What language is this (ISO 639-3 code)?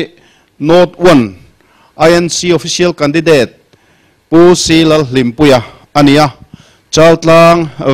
lus